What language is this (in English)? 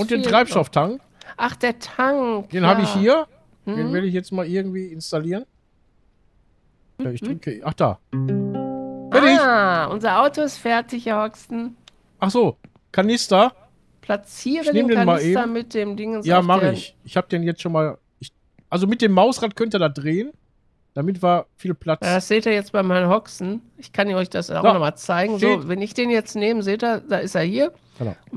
German